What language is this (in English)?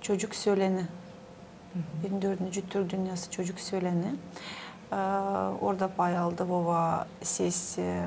Gagauz